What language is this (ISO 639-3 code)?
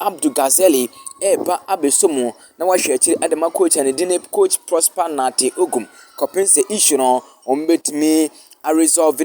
aka